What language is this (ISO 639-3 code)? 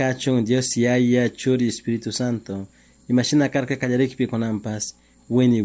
qug